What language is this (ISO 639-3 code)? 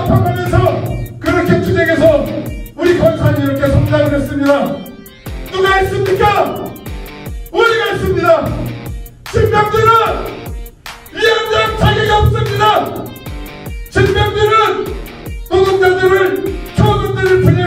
kor